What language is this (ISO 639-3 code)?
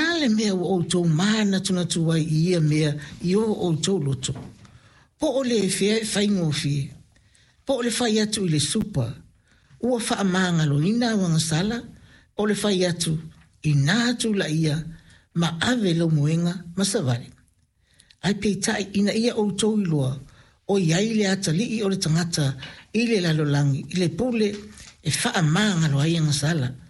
smo